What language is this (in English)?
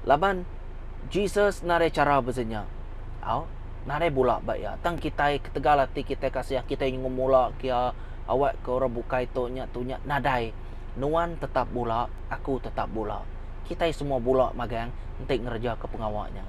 Iban